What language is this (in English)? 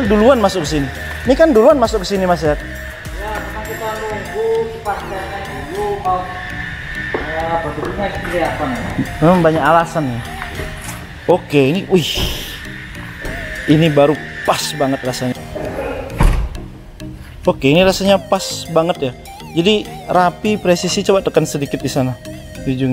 Indonesian